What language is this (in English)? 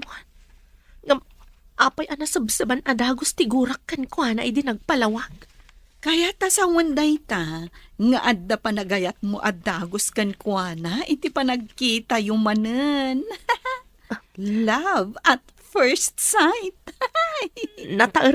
Iloko